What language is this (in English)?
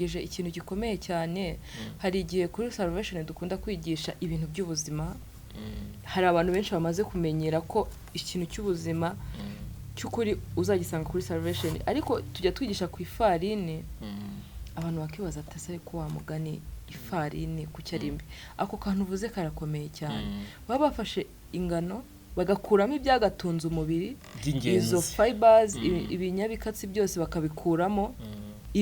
Kinyarwanda